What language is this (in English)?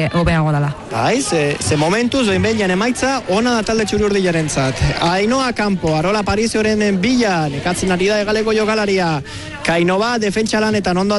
Basque